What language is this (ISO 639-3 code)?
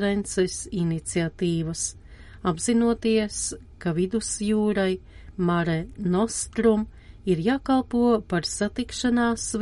lav